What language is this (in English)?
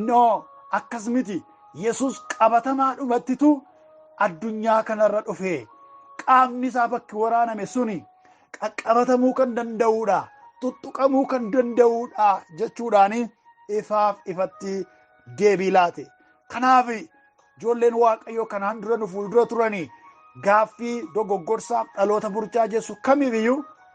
Oromo